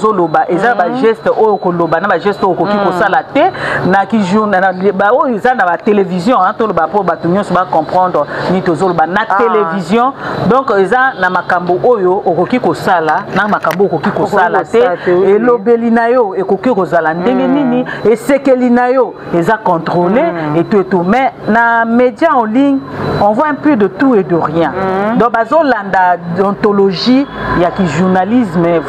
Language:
Lingala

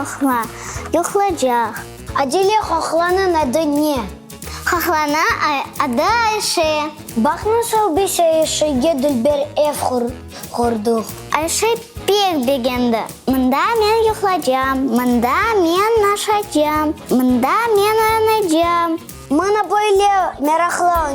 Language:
Crimean Tatar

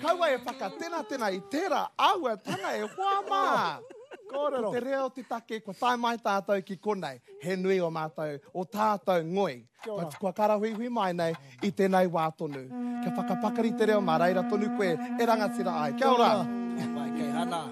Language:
Māori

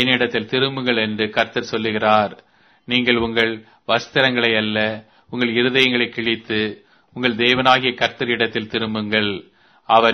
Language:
Tamil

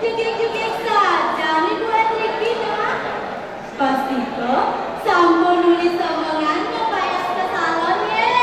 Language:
Balinese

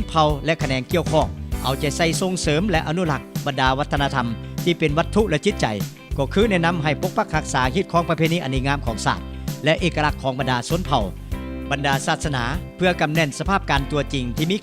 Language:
Lao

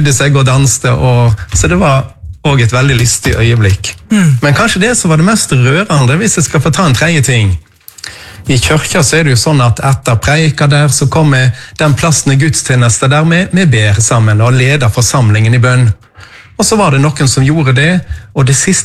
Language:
Norwegian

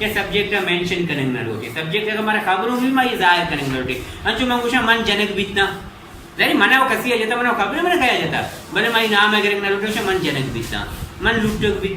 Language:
Baluchi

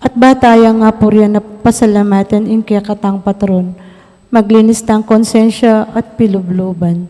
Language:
Pampanga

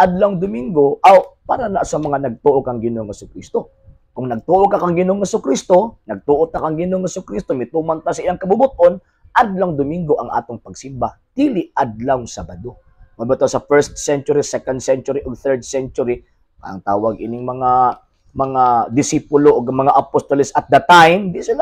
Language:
Cebuano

